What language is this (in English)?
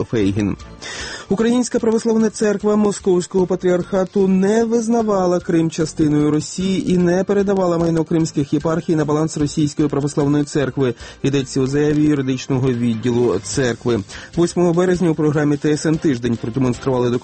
Ukrainian